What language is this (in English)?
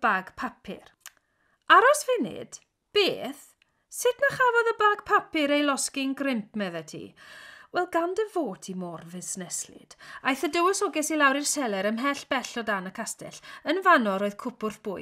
Welsh